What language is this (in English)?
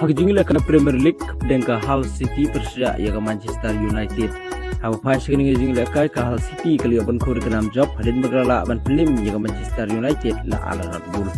Khasi